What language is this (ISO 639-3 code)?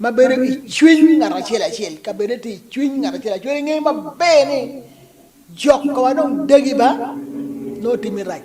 ach